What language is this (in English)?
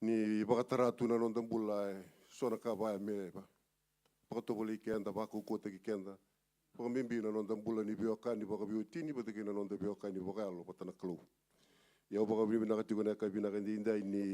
Fijian